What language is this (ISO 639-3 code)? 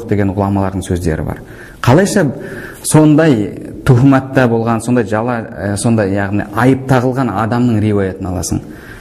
kaz